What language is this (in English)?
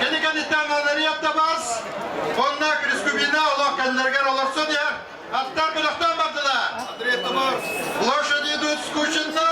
Yakut